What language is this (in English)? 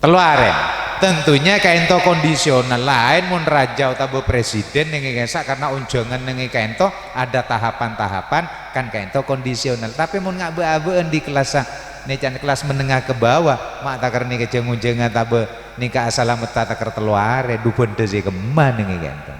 Madurese